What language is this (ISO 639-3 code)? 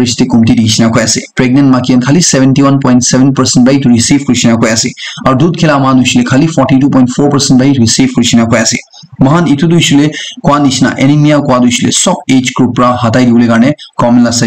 nag